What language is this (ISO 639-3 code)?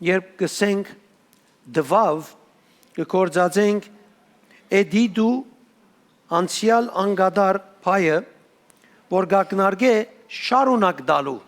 hyw